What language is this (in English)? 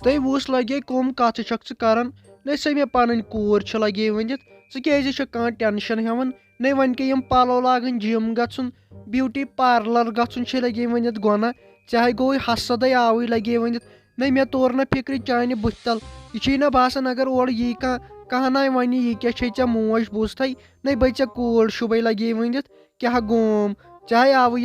Kashmiri